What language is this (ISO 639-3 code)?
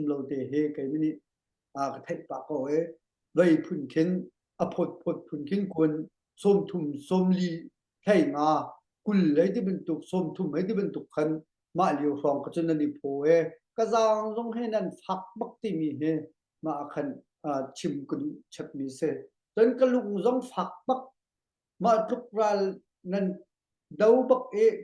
cnh